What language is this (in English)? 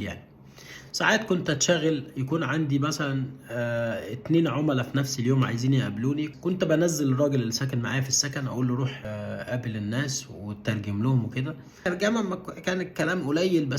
Egyptian Arabic